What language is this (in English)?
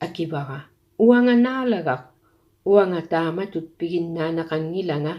Kalaallisut